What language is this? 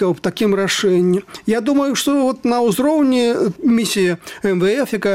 Belarusian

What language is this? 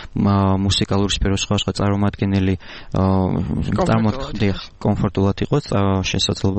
Georgian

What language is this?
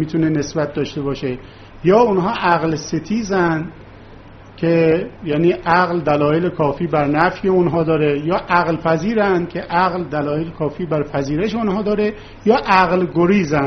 Persian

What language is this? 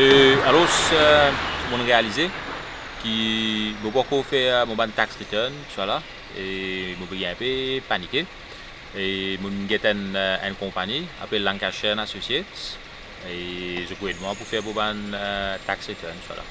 Morisyen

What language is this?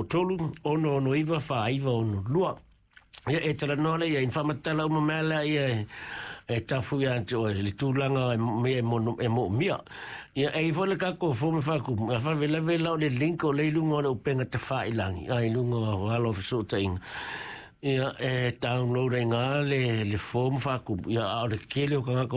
Samoan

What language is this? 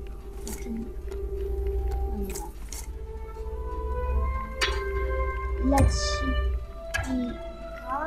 Polish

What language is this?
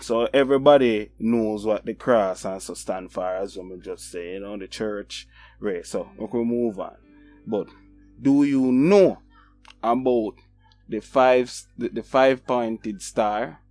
Jamaican Creole English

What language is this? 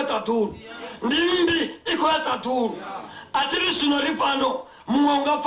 Venda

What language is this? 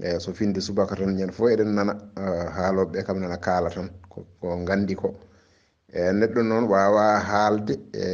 Fula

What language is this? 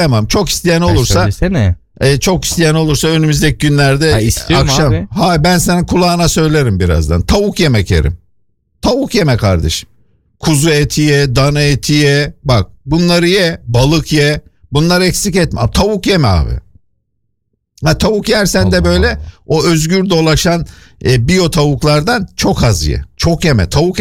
Turkish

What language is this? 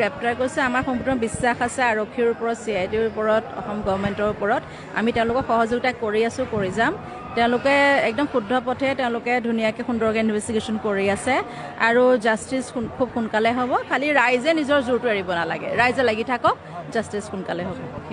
Assamese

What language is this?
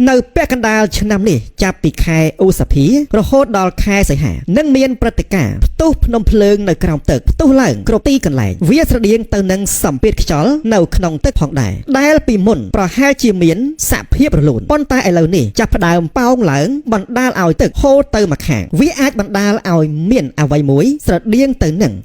Khmer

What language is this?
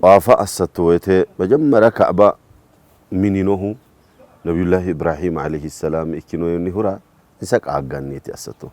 Sidamo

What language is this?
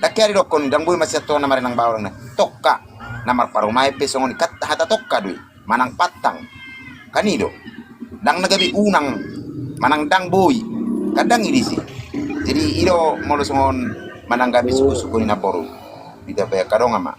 Batak Toba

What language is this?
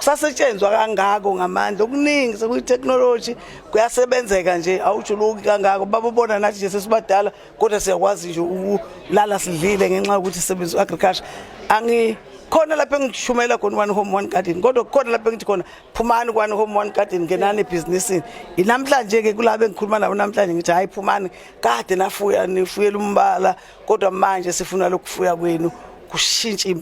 Zulu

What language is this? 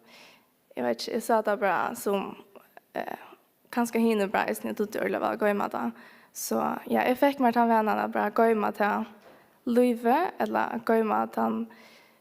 Faroese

